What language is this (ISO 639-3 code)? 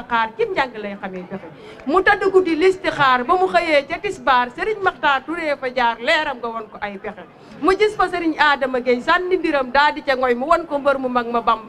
wol